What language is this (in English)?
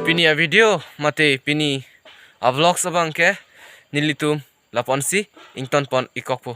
Karbi